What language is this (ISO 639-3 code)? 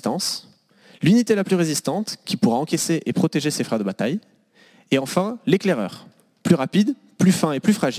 fra